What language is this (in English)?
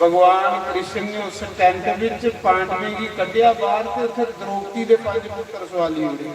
Dogri